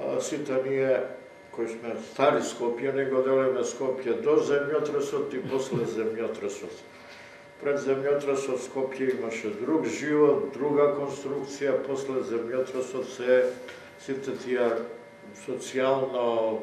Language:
Macedonian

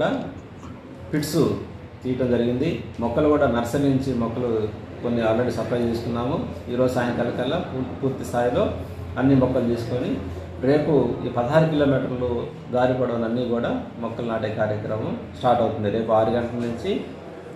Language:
Telugu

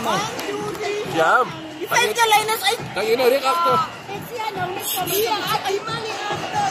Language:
Afrikaans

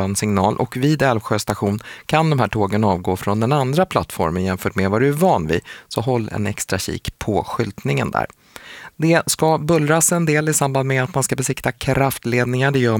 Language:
Swedish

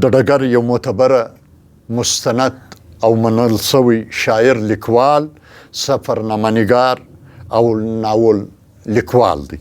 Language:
Pashto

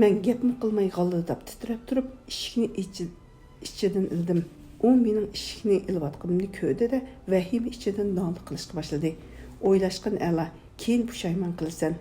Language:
Uyghur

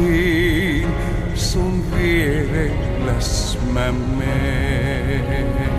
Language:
Finnish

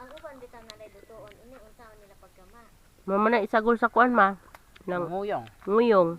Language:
Cebuano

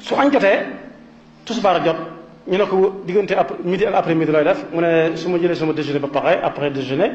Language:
Wolof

